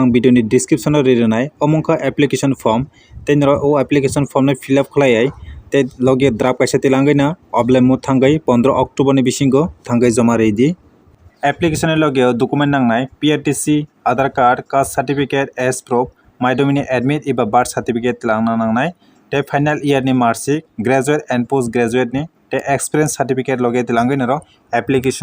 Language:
Kok Borok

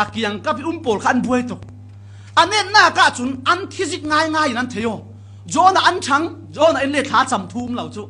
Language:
Falam Chin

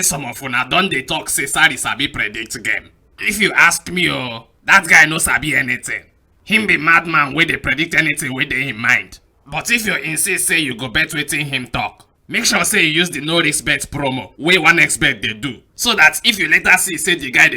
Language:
Nigerian Pidgin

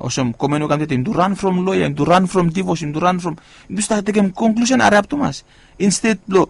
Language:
Bislama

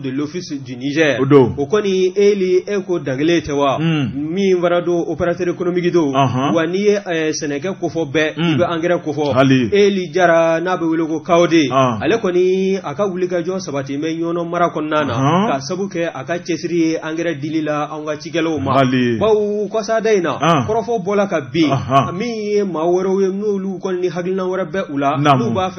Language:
Bambara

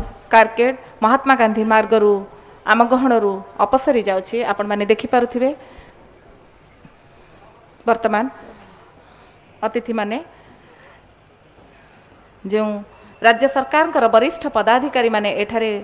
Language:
Odia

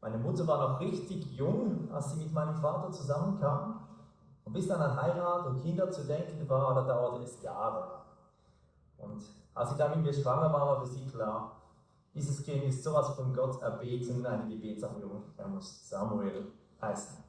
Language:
Swiss German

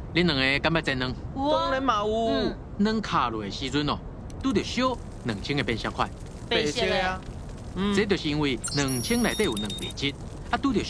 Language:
Min Nan Chinese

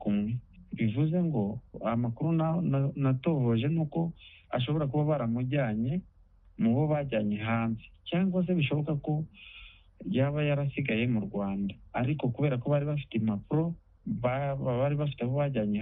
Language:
Kinyarwanda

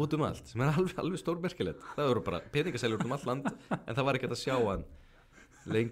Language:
Icelandic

